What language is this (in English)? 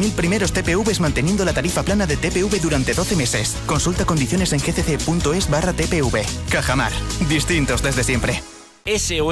Spanish